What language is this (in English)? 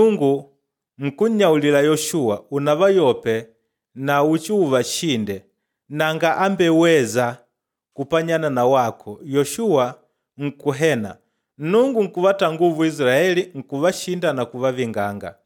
Makonde